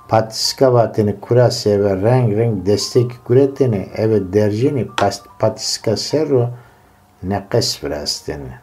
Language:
Zaza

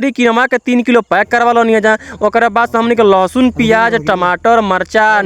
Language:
Bhojpuri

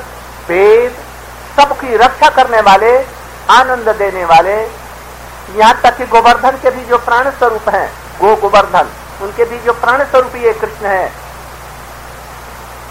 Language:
Hindi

